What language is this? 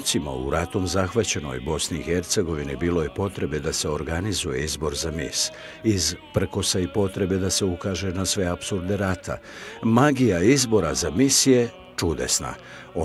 Bosnian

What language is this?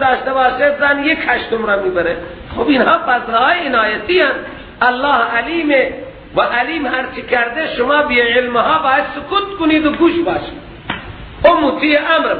Persian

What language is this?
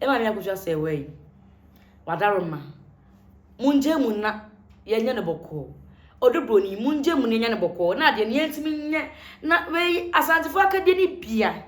Akan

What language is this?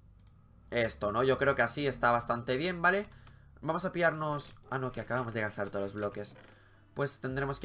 Spanish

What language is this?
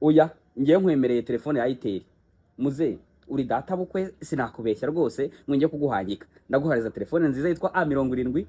Kinyarwanda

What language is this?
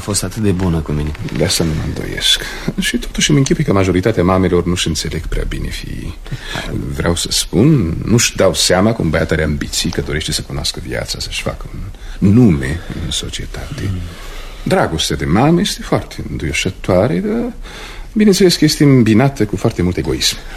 Romanian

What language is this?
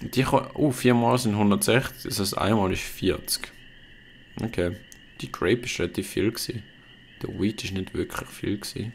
Swiss German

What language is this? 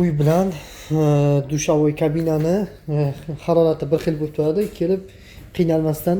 Uzbek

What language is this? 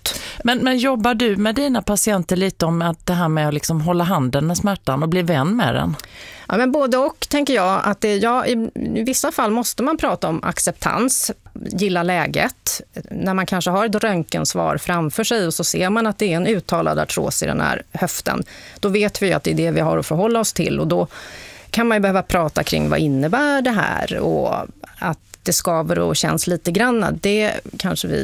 Swedish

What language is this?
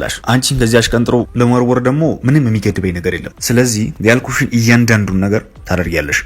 Amharic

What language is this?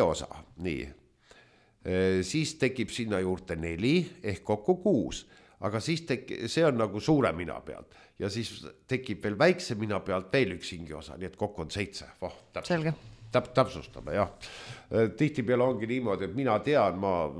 Estonian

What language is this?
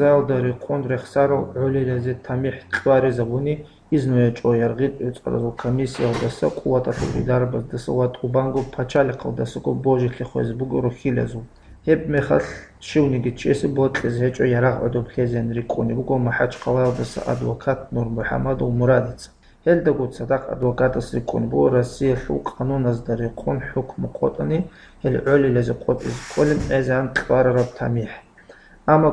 Avaric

